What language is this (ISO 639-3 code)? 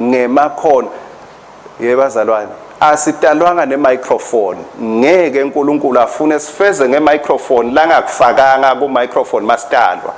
ssw